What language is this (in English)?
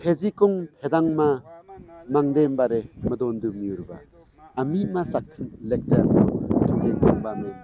Limbu